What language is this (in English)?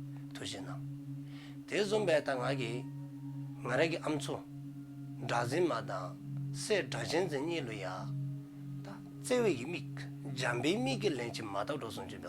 Dzongkha